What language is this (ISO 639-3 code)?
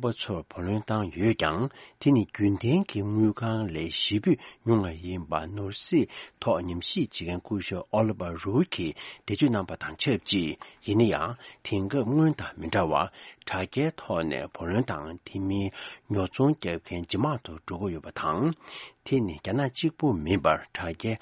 bod